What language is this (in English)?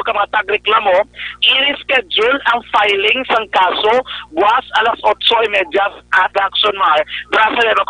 Hiligaynon